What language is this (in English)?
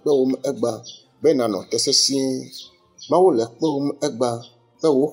Ewe